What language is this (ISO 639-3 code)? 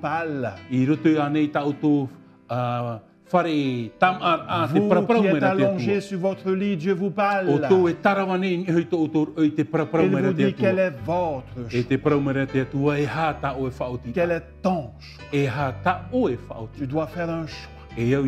tah